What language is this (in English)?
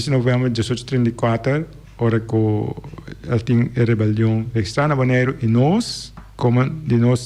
Papiamento